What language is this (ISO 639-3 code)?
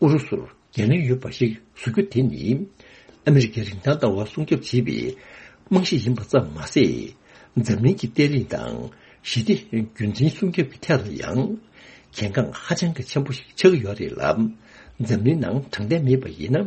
bod